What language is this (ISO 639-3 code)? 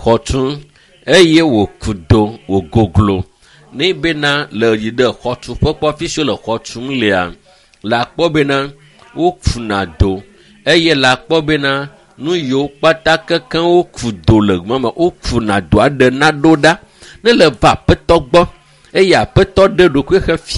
ewe